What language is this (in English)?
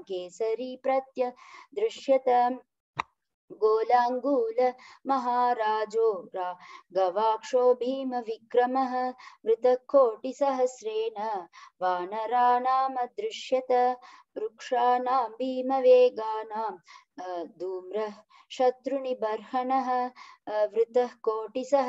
Sanskrit